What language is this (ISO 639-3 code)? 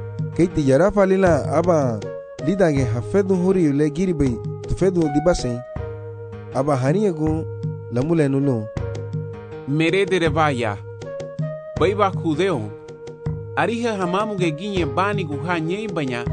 cab